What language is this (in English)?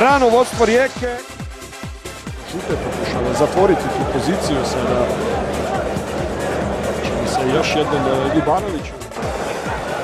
Croatian